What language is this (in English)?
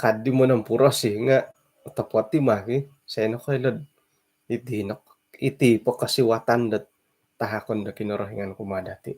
Central Dusun